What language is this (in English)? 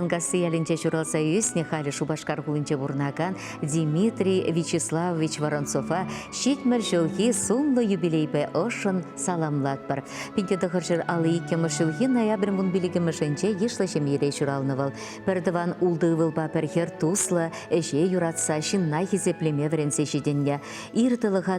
Chuvash